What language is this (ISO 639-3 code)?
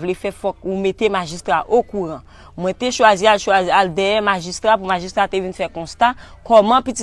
hat